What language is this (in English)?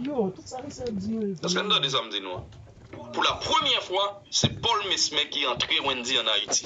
Haitian Creole